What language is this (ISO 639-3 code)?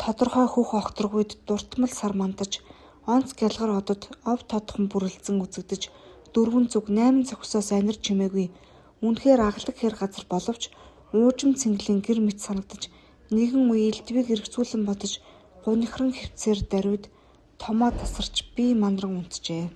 mon